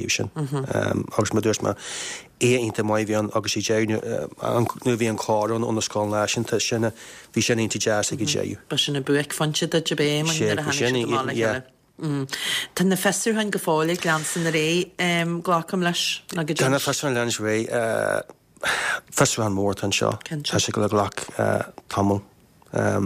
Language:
Irish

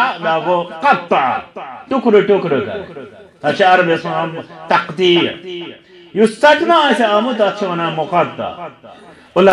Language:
Kashmiri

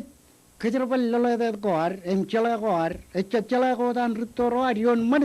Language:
Marshallese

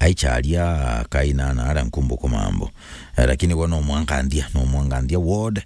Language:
Meru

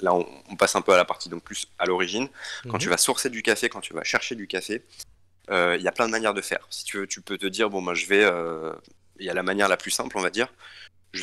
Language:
French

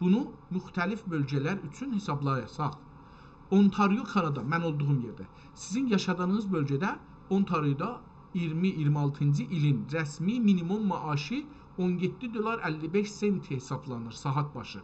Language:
South Azerbaijani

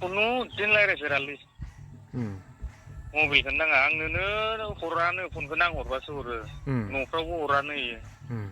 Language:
Bodo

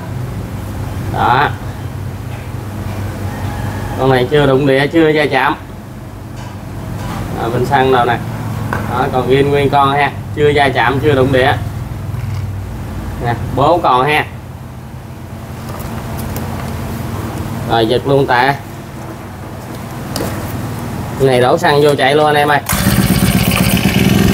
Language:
Vietnamese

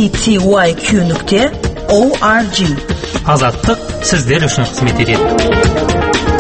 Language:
Kazakh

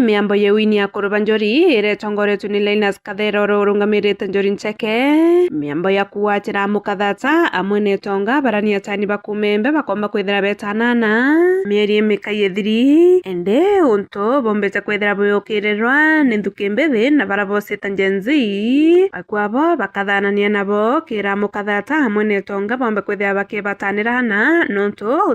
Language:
Meru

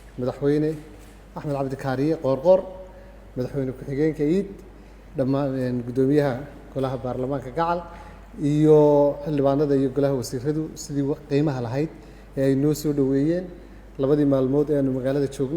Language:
Somali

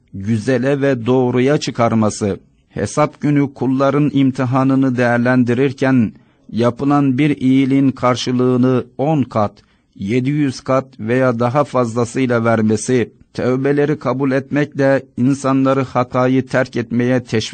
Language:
Turkish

